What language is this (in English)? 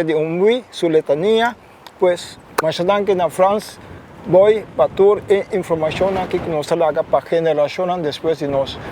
Papiamento